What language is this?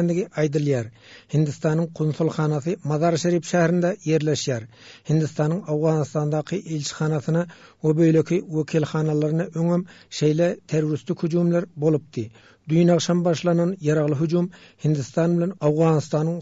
Turkmen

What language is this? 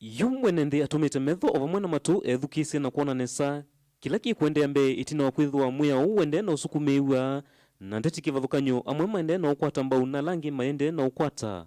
Kamba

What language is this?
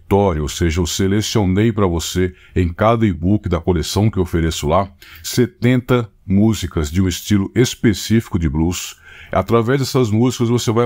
Portuguese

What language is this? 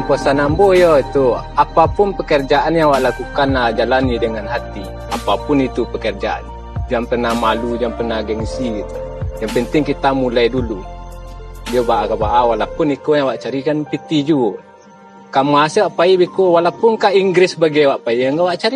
Minangkabau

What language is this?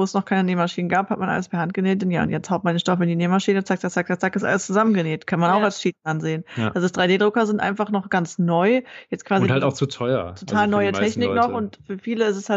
German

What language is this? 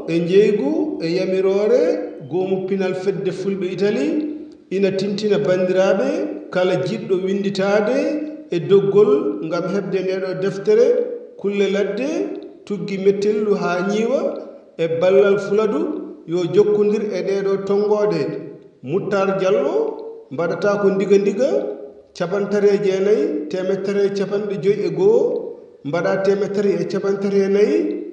Fula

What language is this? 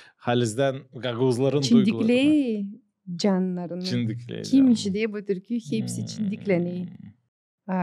Gagauz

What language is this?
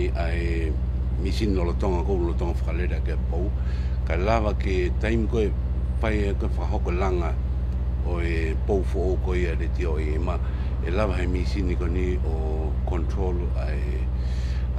Tongan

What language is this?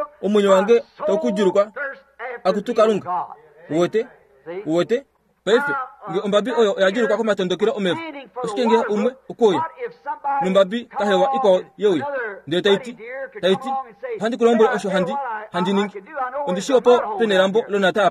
Kuanyama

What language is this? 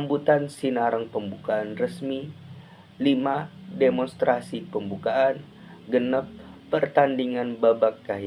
Sundanese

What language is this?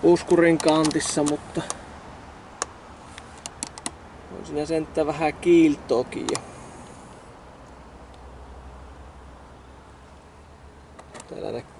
Finnish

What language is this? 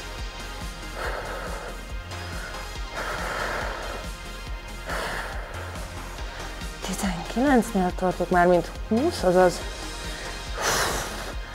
Hungarian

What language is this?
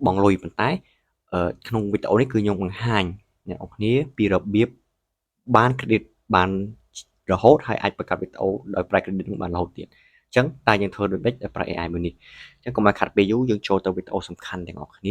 Khmer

